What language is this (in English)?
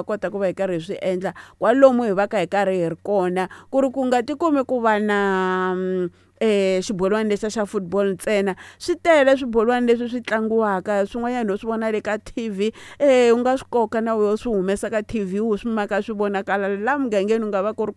Tsonga